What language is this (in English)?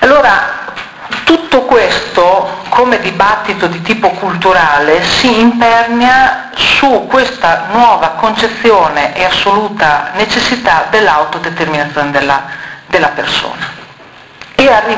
Italian